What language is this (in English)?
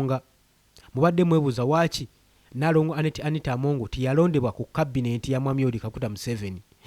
Ganda